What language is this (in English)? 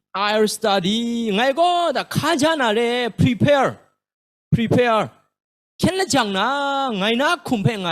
Kachin